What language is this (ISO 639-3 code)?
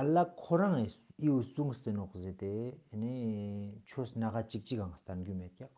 lbj